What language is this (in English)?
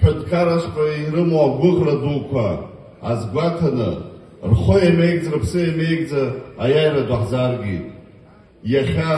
Abkhazian